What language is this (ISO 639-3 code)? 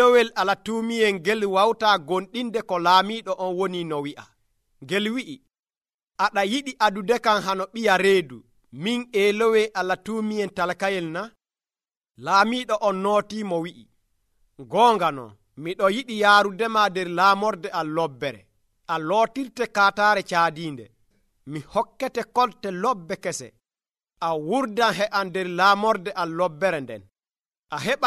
fuv